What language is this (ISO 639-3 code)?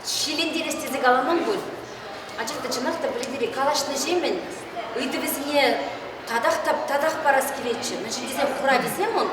chv